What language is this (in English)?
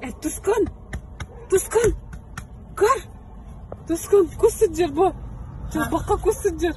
Yakut